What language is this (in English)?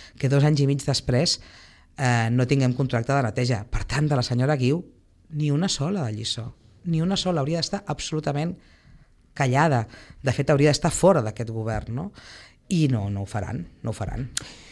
Catalan